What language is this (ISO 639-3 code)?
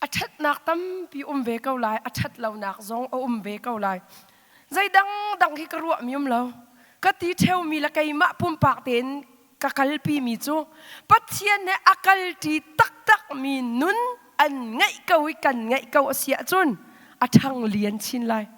cnh